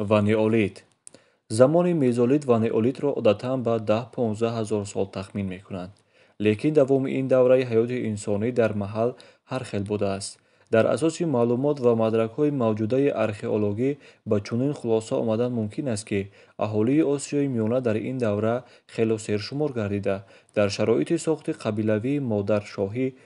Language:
Tajik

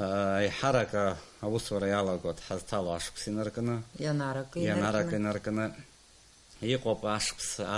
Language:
Abkhazian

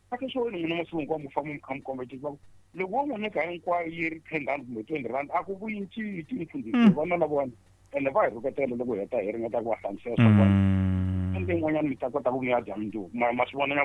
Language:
Tsonga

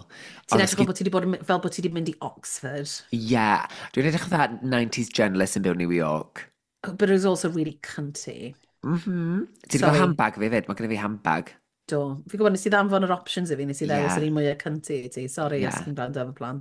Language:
Welsh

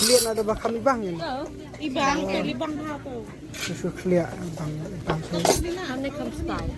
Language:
Khasi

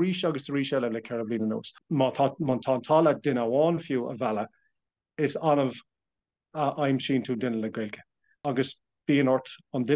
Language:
Irish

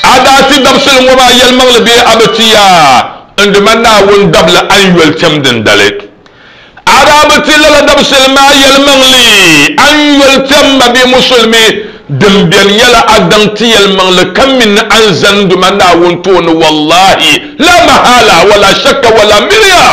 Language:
Dagbani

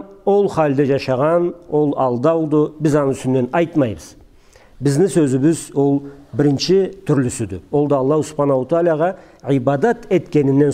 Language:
Karachay-Balkar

